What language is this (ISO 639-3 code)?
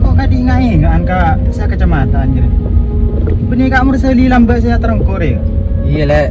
mad